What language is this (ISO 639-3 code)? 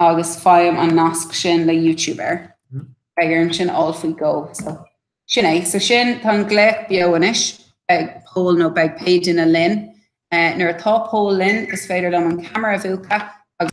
gle